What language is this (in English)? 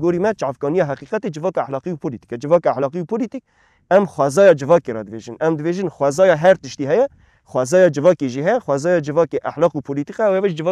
Kurdish